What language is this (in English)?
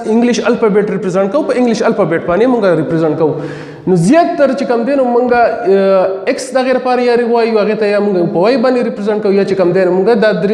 Pashto